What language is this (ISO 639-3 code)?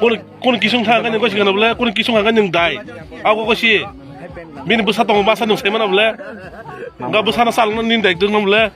trp